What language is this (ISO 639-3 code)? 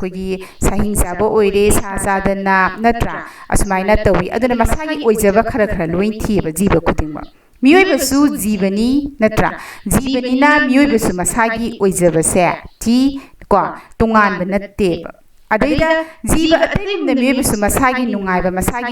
mni